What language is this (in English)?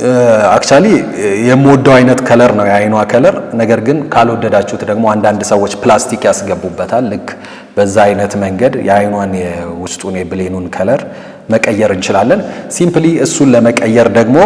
Amharic